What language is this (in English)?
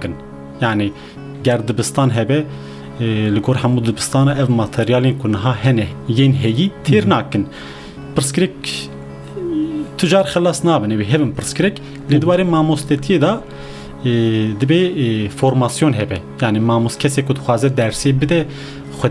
Kurdish